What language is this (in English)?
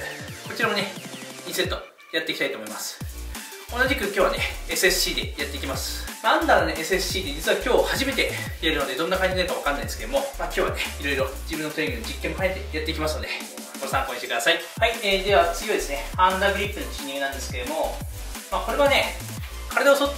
Japanese